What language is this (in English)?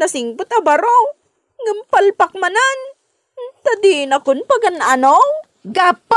Iloko